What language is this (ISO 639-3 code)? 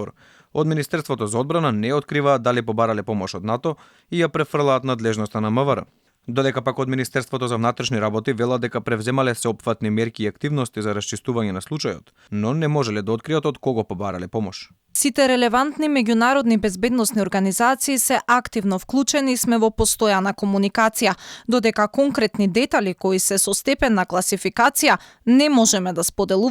mkd